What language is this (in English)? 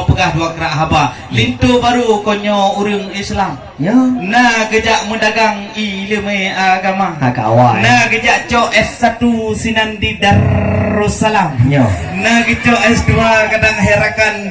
Achinese